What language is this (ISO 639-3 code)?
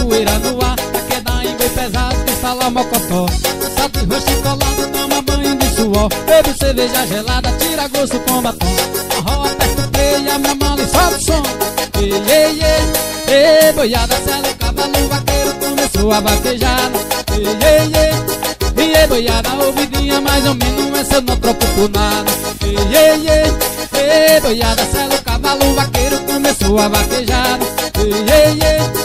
por